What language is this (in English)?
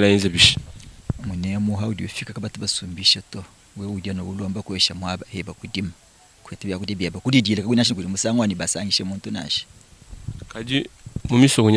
Luba-Lulua